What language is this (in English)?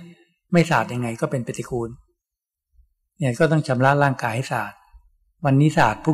Thai